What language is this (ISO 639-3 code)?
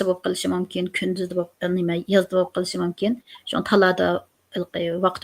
uig